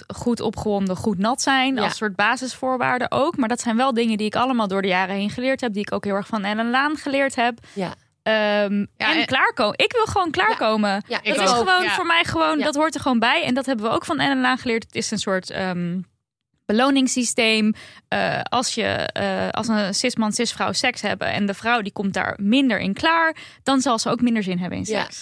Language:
Dutch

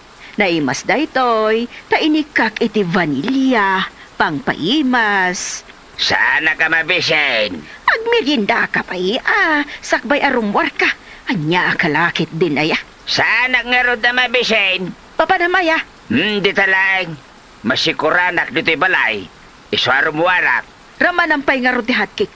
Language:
Iloko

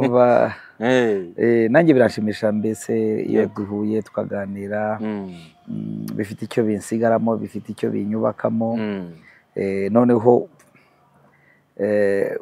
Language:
Kinyarwanda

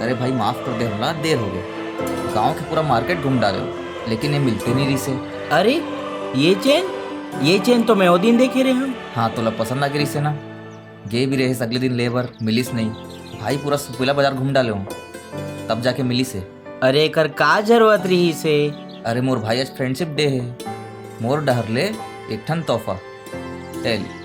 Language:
Chhattisgarhi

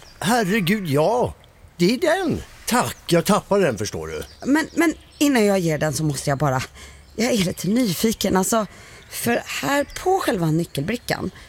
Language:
Swedish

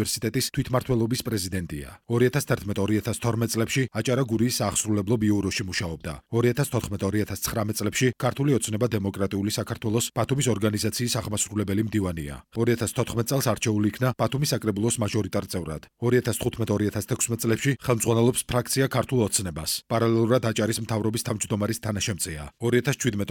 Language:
Georgian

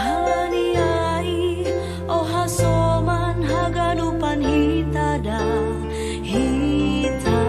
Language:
Batak Simalungun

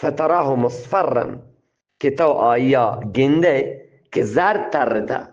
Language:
Eastern Balochi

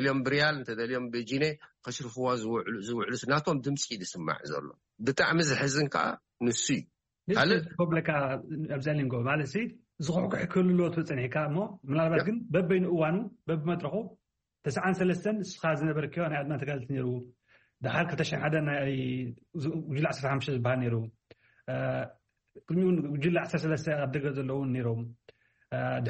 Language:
Tigrinya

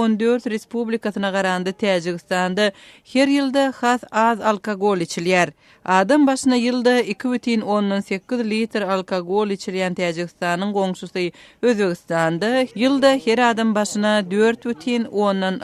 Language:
Turkmen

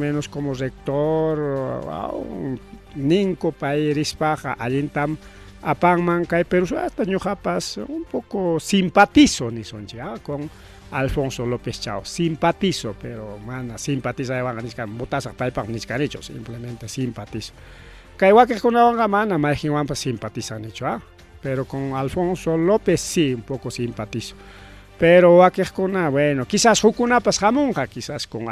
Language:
Ayacucho Quechua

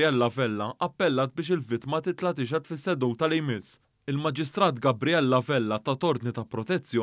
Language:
Maltese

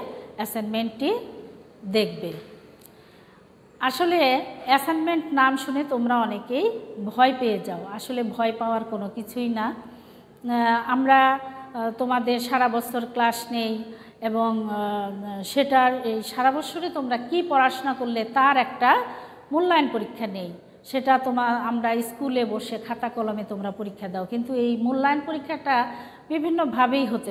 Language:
Bangla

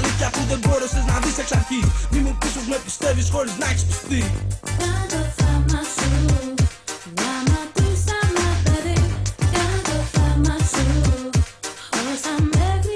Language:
Greek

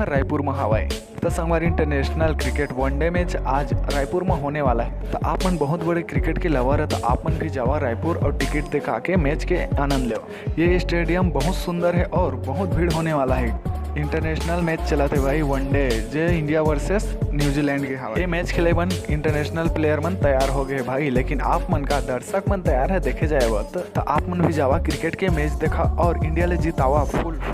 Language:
Chhattisgarhi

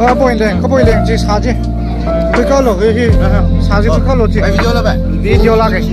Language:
Tangkhul Naga (India)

